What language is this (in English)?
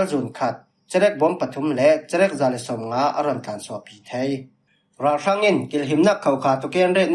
Falam Chin